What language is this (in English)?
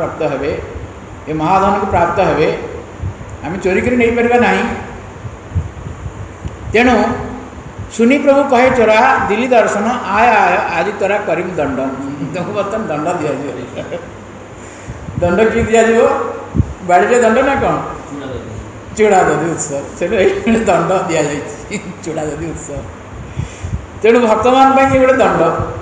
Odia